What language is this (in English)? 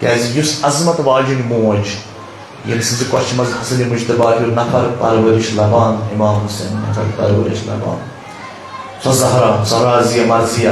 Kashmiri